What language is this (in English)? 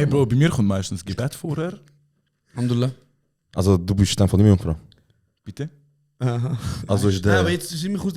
Swiss German